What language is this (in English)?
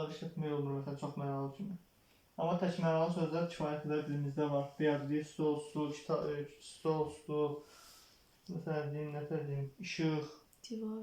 Azerbaijani